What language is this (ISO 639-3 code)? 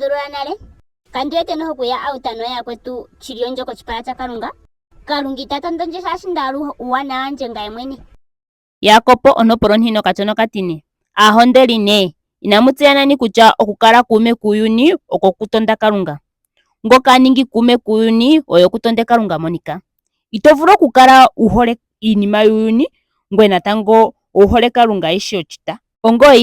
ndo